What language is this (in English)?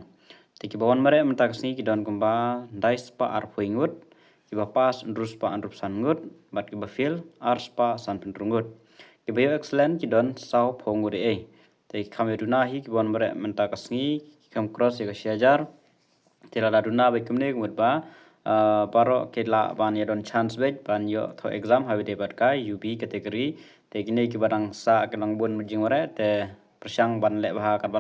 Khasi